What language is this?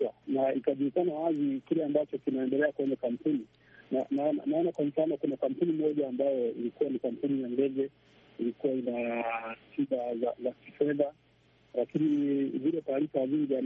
Swahili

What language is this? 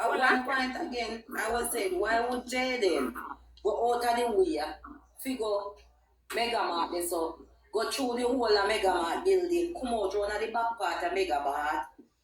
Jamaican Creole English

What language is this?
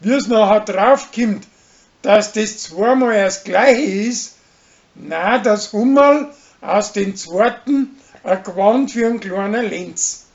Bavarian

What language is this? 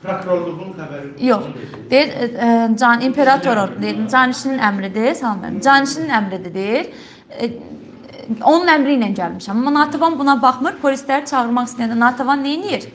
Azerbaijani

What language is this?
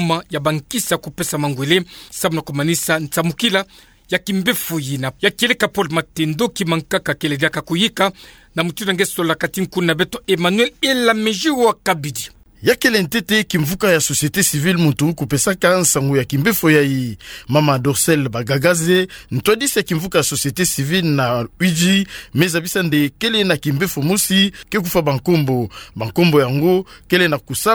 Kituba (Democratic Republic of Congo)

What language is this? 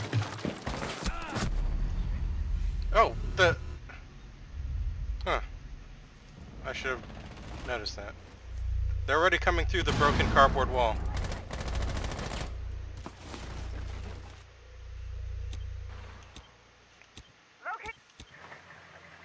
English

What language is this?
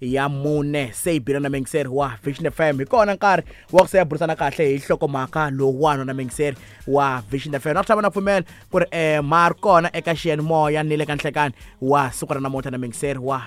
Tsonga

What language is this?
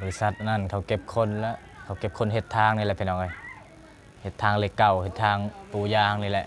Lao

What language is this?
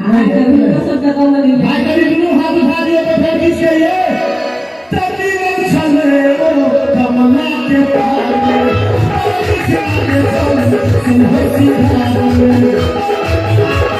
Maithili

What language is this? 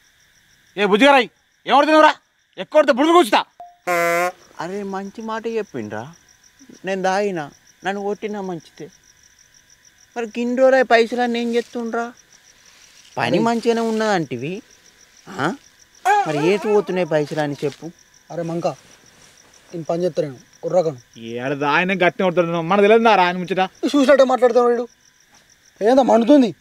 Telugu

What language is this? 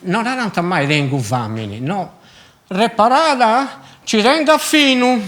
Sardinian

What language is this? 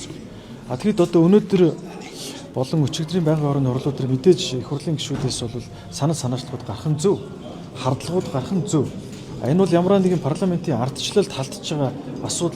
Mongolian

